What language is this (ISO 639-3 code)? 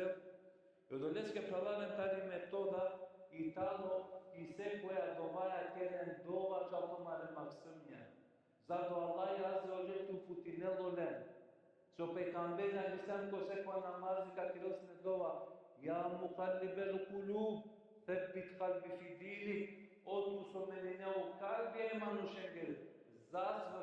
rmn